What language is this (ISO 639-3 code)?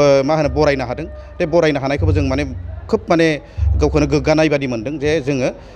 brx